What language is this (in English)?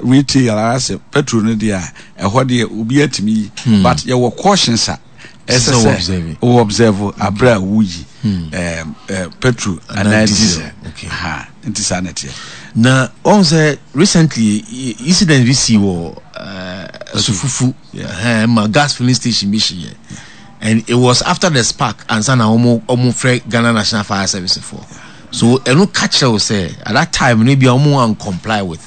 Akan